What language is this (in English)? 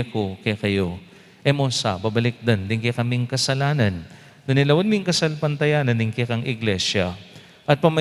Pampanga